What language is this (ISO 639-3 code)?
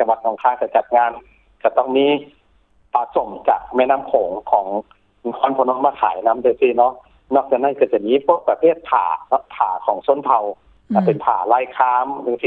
lao